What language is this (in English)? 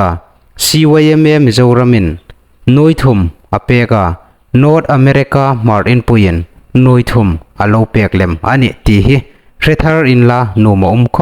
Hmar